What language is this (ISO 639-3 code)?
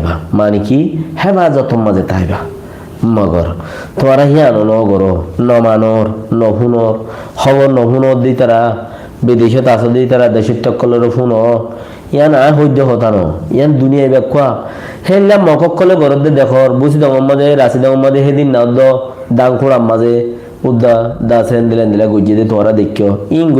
rhg